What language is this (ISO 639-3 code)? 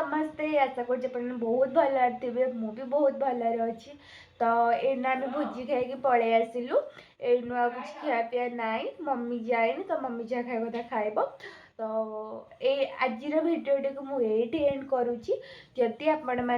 ori